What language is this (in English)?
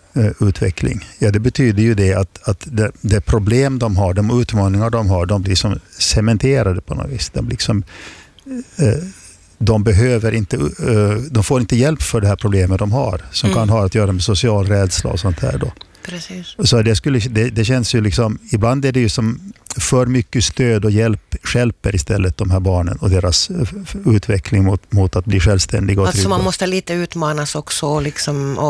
Swedish